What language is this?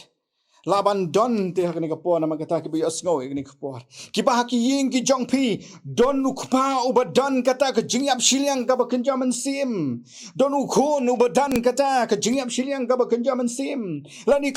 Khasi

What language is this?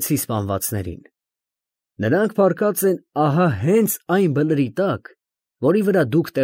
Armenian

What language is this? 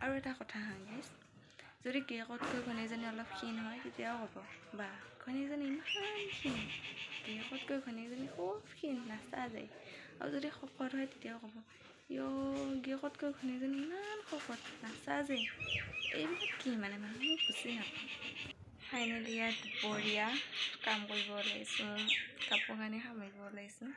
Assamese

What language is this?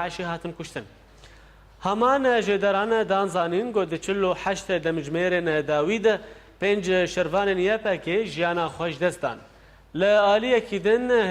Kurdish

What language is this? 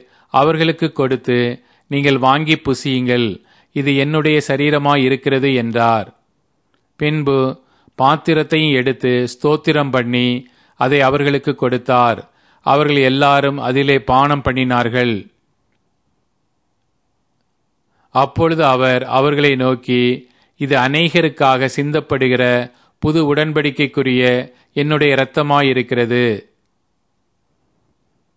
Tamil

